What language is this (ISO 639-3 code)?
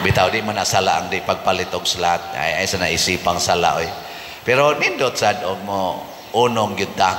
ceb